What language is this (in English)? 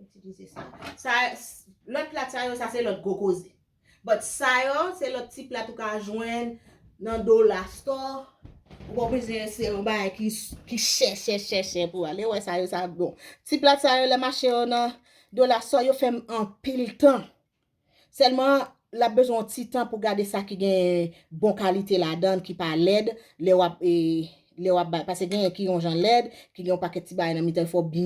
Haitian Creole